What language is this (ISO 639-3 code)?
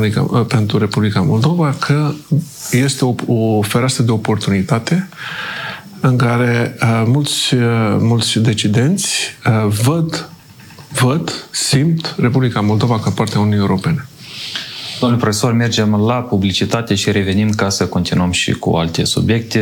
ron